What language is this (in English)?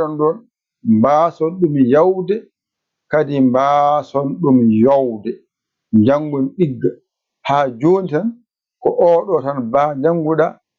Fula